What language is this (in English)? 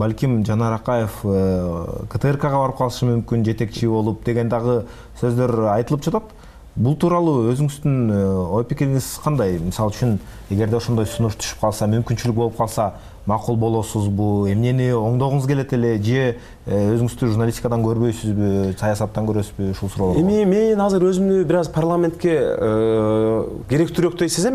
Kyrgyz